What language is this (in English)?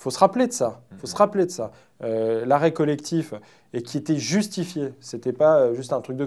French